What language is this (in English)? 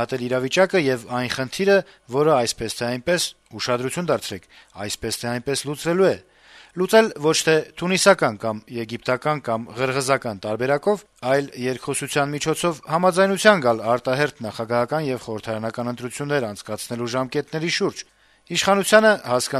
Armenian